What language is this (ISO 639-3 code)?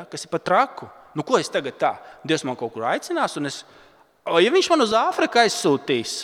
lav